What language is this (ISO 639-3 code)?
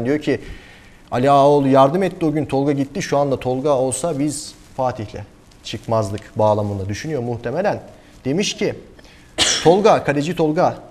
tur